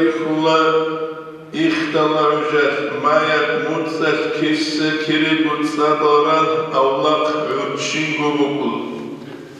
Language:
Avaric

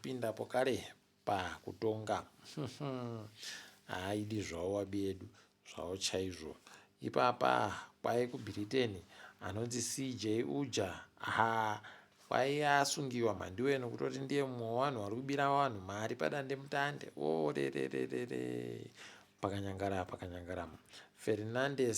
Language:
Ndau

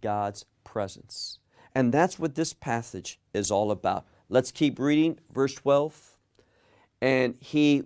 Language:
English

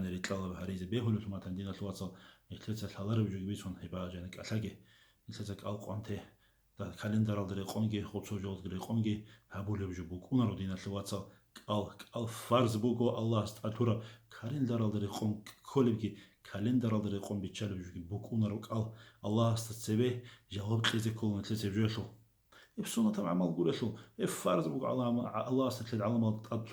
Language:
Avaric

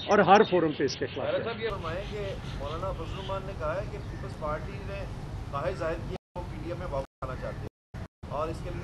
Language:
Urdu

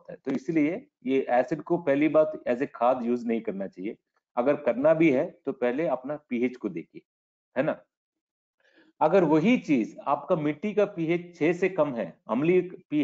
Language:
Hindi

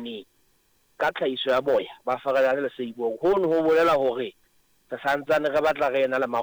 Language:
Southern Sotho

